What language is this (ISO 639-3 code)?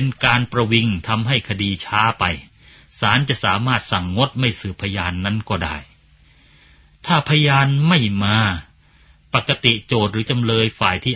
tha